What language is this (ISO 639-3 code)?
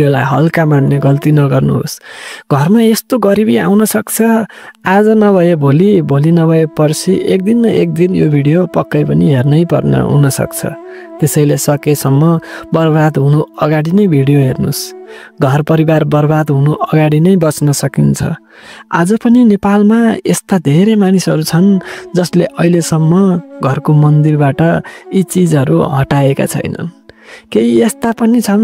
nep